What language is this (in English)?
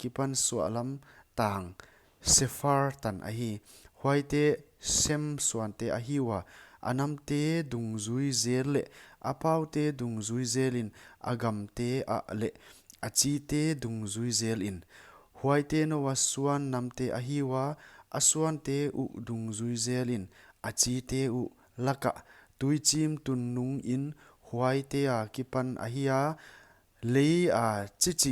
Paite Chin